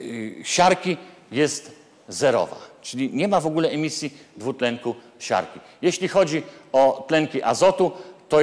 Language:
Polish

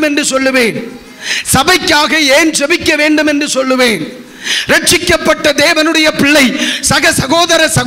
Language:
Tamil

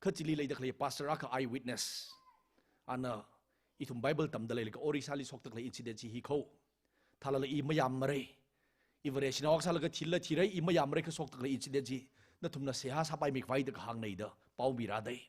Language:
Tangkhul Naga (India)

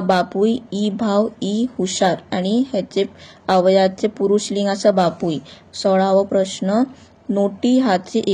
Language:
Konkani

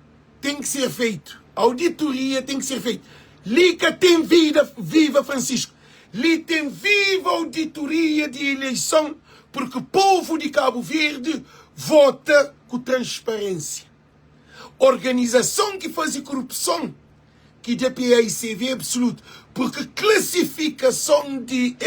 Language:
Kabuverdianu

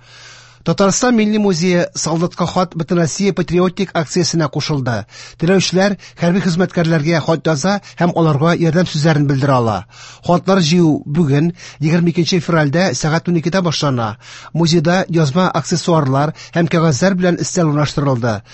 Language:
Tatar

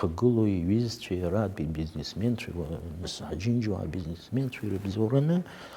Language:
Abkhazian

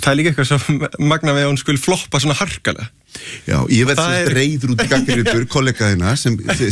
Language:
Icelandic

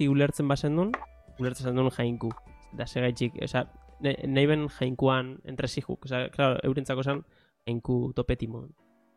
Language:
Basque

